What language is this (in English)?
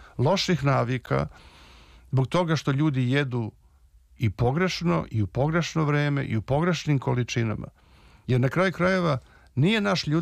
Serbian